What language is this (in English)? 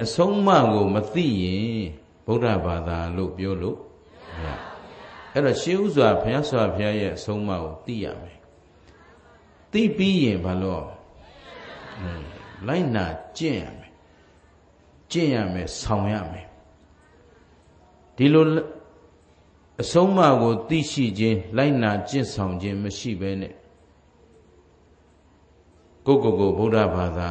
Burmese